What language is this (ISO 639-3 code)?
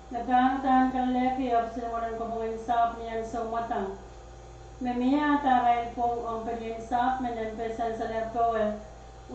pon